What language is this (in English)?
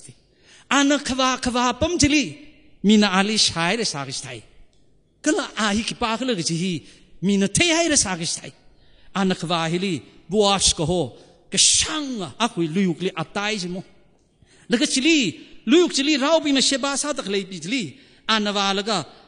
Tangkhul Naga (India)